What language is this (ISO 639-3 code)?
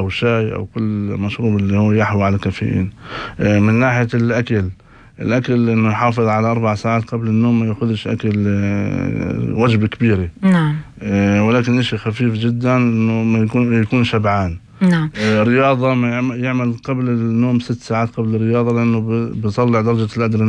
apc